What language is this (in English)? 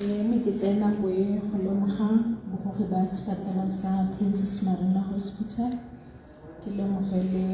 Tswana